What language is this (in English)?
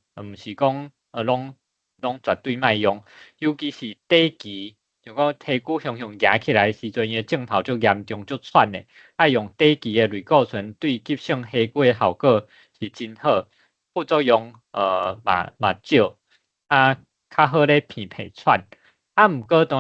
Min Nan Chinese